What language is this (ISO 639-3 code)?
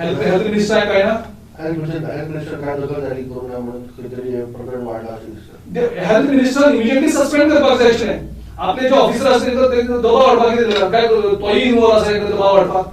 kok